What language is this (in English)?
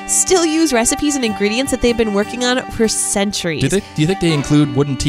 English